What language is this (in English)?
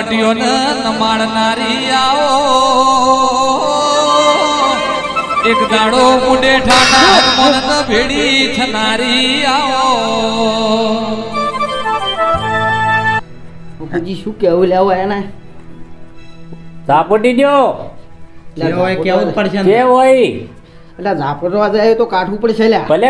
Gujarati